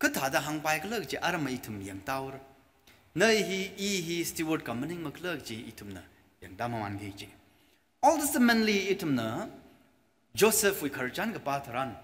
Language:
Tangkhul Naga (India)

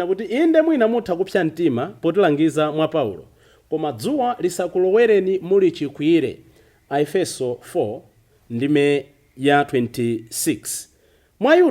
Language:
Nyanja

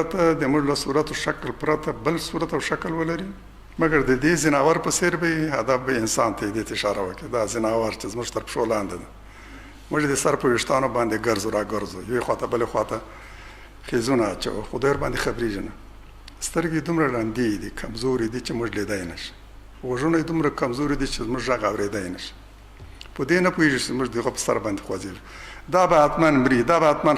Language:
Pashto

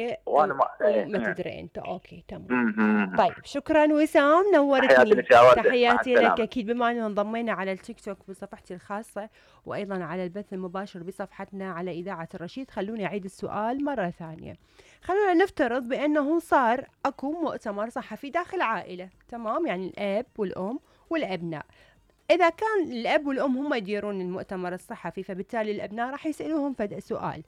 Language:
Mesopotamian Arabic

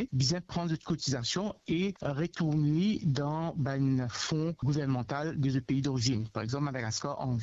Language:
Morisyen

